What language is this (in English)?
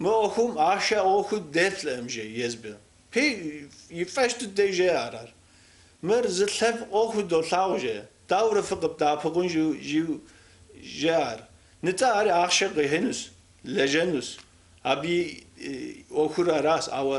Kabardian